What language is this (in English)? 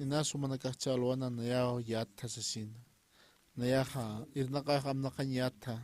Aymara